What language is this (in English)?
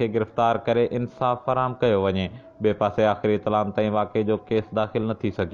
Sindhi